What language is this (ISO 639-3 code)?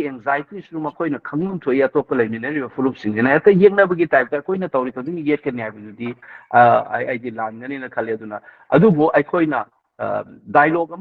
mni